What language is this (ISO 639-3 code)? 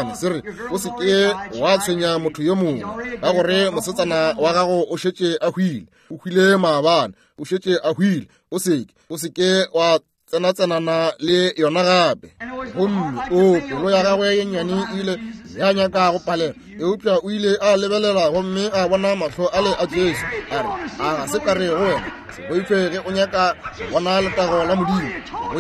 nso